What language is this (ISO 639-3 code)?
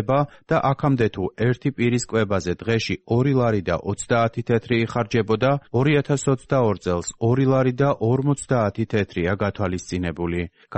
kat